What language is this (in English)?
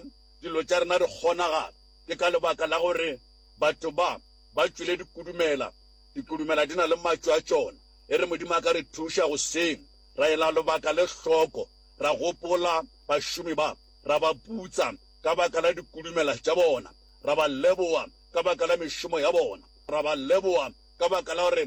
Northern Sotho